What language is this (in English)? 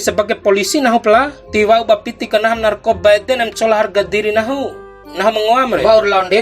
Bima